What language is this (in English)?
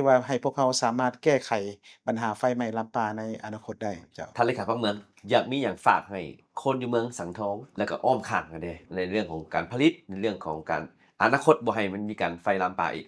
Lao